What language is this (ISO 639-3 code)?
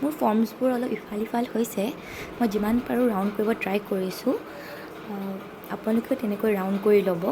asm